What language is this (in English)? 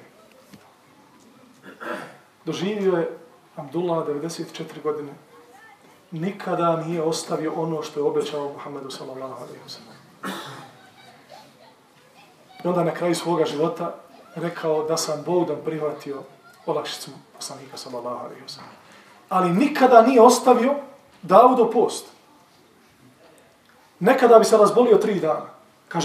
Bosnian